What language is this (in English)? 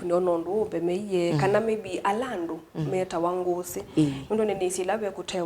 Kamba